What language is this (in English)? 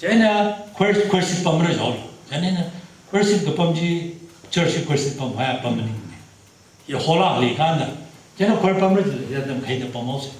Tangkhul Naga (India)